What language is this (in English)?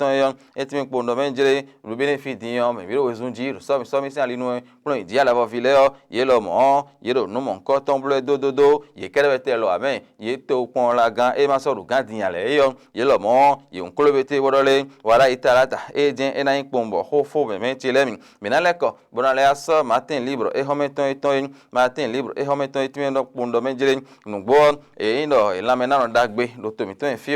Fon